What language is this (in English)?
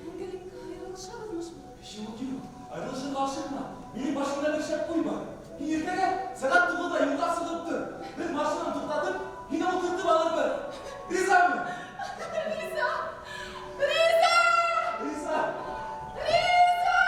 Bashkir